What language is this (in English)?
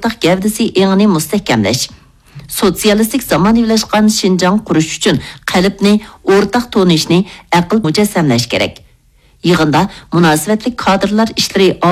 Uyghur